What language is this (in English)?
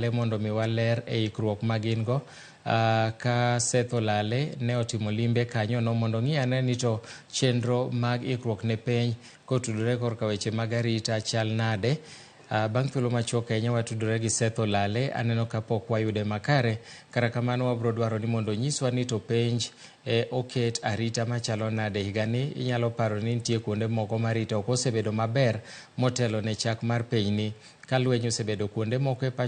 Luo (Kenya and Tanzania)